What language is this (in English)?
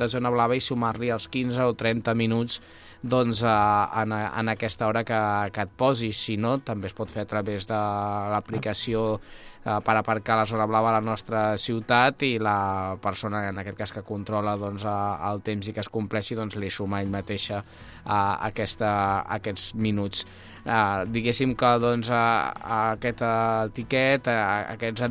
Catalan